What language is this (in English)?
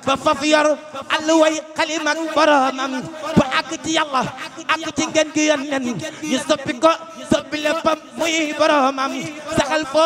Wolof